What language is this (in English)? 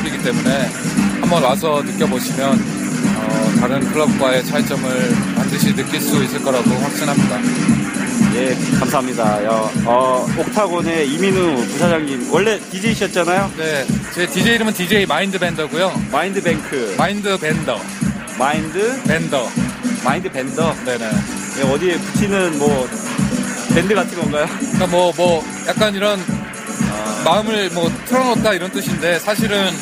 Korean